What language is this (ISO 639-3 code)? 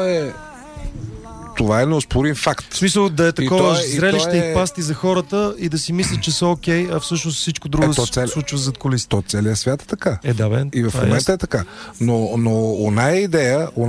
bul